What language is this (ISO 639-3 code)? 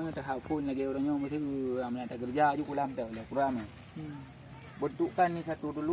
ace